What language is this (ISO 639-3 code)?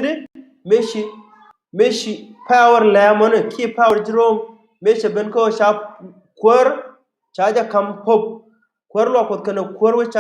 nus